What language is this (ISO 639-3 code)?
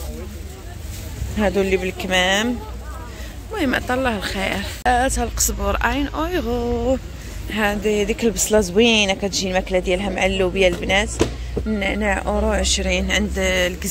ary